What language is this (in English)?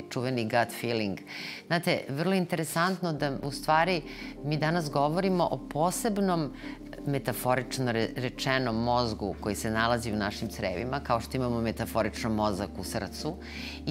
Serbian